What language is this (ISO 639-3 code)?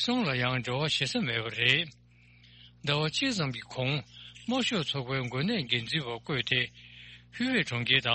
bod